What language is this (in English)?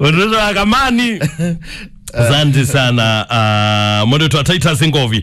Kamba